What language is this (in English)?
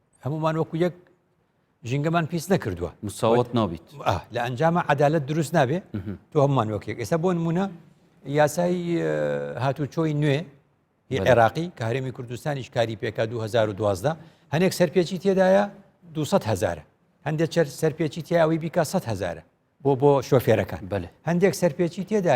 Central Kurdish